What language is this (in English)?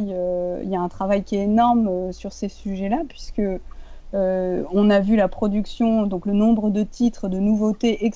French